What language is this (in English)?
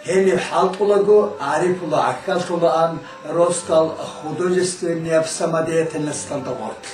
Avaric